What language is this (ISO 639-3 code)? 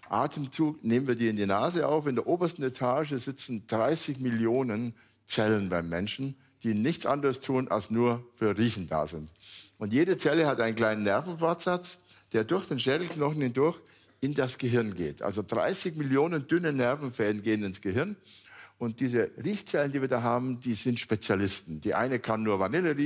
gsw